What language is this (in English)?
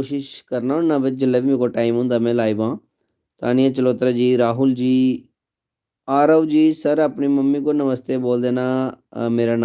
Dogri